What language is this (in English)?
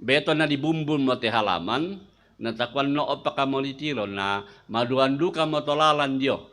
Toraja-Sa'dan